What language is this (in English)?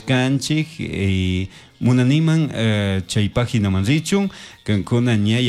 Chimborazo Highland Quichua